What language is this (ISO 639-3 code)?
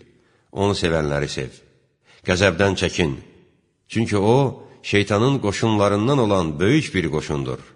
aze